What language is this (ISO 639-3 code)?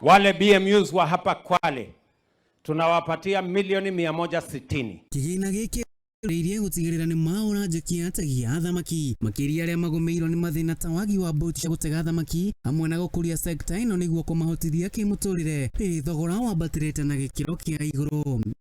kik